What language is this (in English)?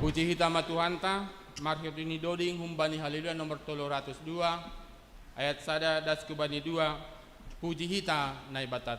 Batak Simalungun